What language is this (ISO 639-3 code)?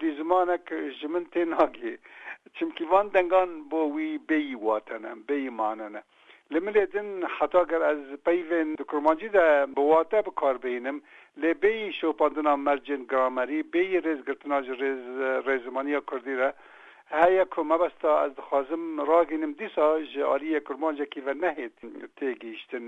kur